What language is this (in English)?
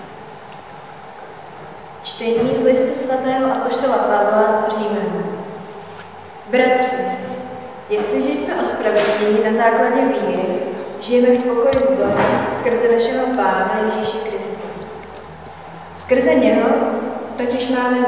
Czech